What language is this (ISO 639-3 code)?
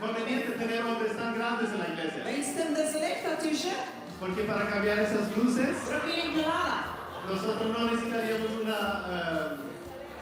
pdt